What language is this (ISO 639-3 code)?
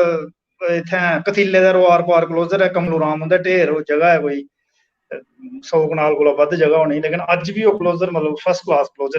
doi